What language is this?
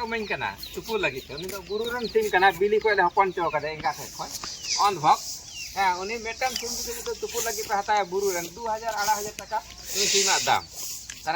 Santali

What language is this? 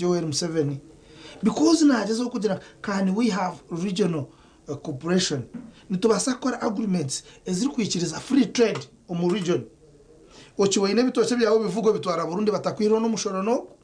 Nyankole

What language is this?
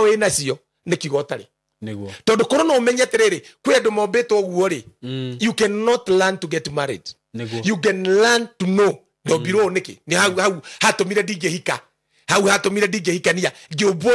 Kikuyu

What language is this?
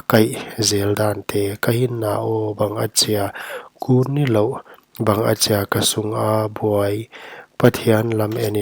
Paite Chin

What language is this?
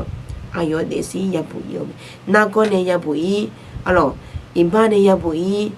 Akha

